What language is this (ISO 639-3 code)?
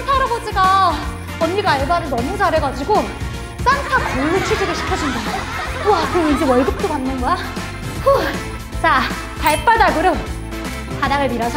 kor